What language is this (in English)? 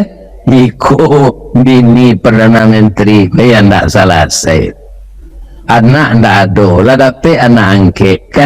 Minangkabau